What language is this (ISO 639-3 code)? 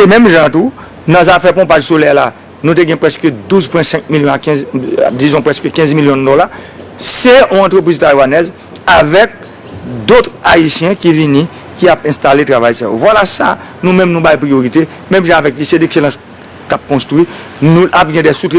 hat